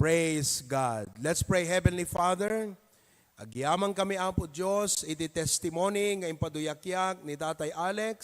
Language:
Iloko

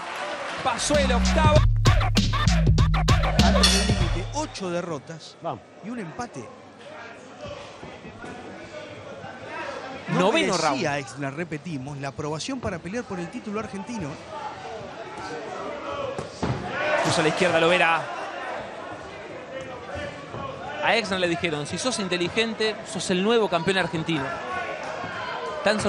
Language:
Spanish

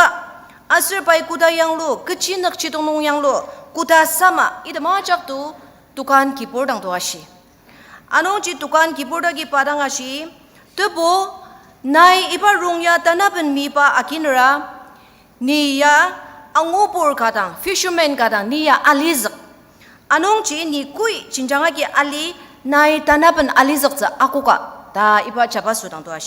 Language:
Ao Naga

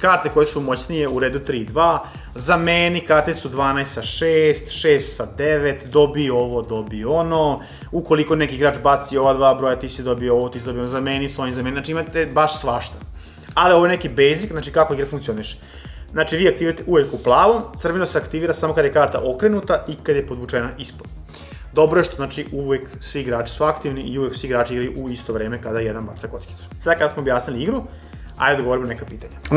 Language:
Serbian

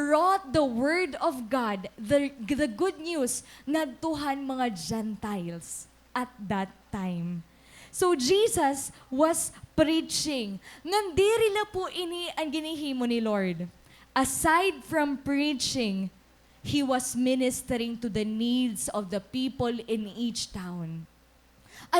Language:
Waray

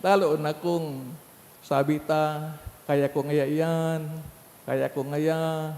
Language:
Bikol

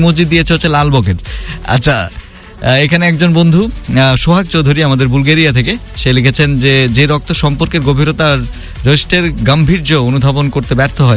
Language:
Bangla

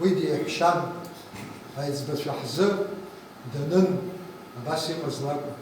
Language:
Abkhazian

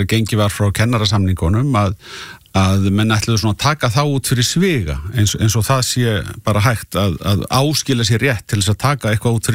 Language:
Icelandic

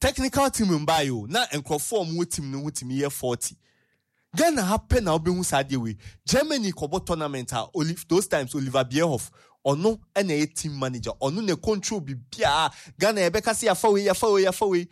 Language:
Akan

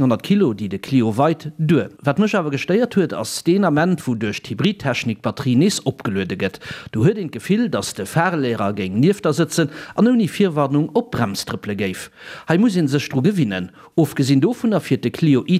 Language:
Luxembourgish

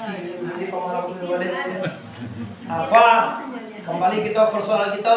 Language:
Minangkabau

